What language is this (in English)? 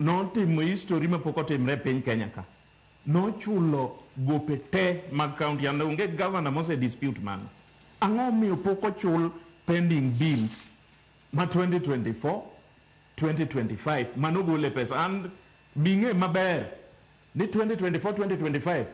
Luo (Kenya and Tanzania)